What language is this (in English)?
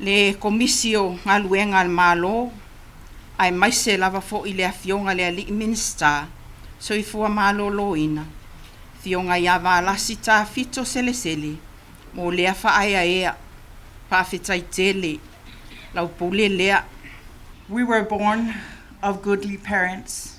Samoan